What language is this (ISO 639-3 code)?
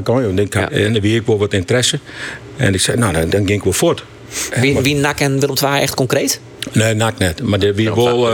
fry